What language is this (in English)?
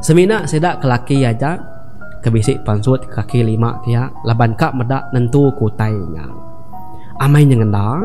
Iban